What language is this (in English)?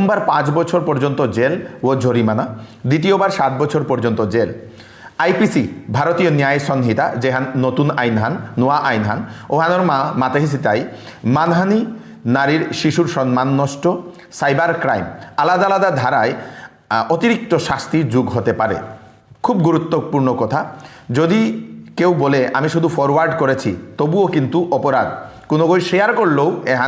Bishnupriya